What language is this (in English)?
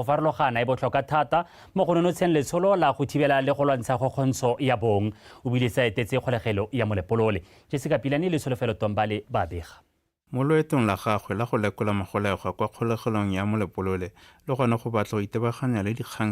Tswana